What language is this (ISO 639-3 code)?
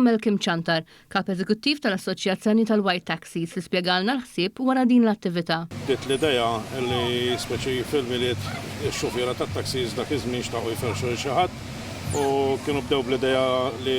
mlt